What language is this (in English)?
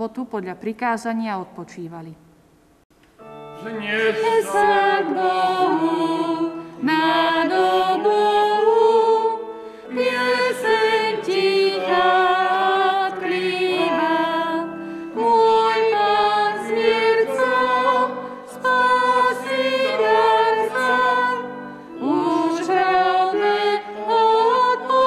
Slovak